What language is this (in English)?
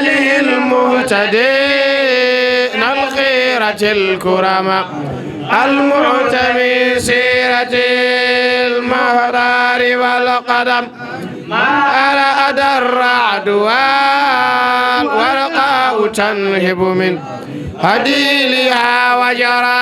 Fula